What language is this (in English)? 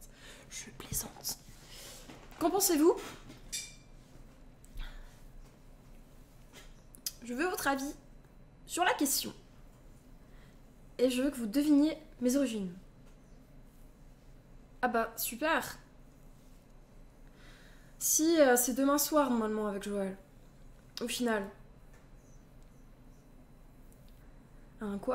French